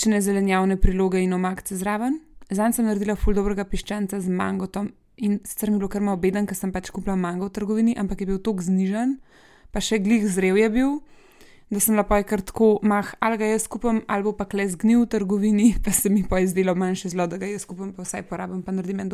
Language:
Slovenian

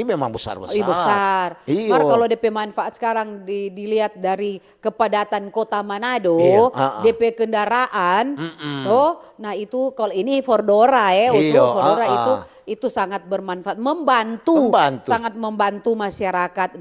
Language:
Manado Malay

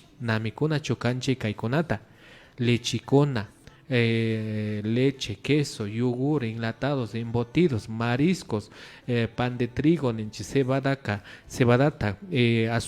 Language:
Imbabura Highland Quichua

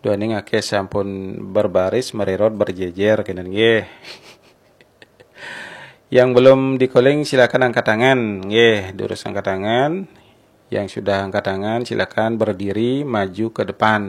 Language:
Balinese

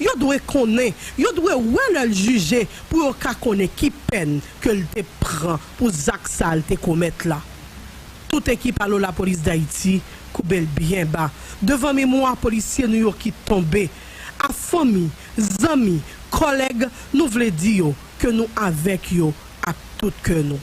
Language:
Haitian Creole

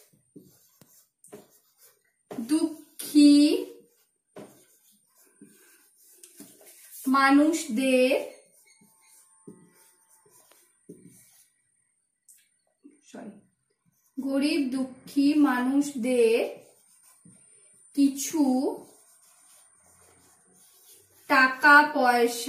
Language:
Bangla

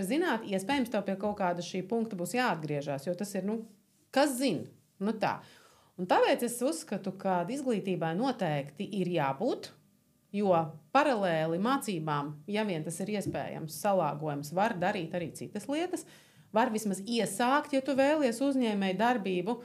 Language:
Latvian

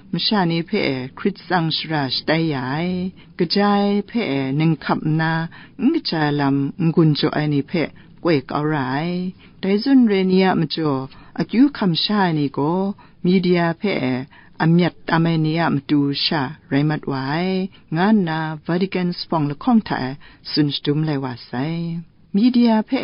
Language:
Kachin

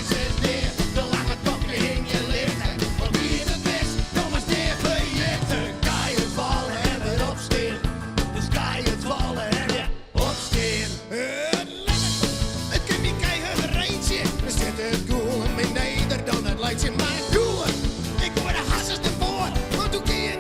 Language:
Western Frisian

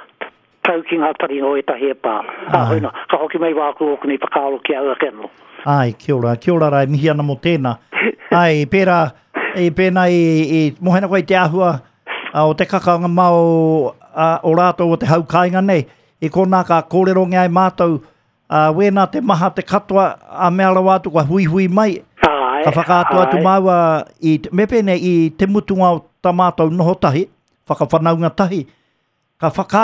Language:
Māori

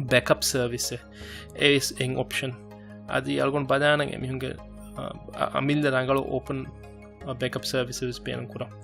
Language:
Divehi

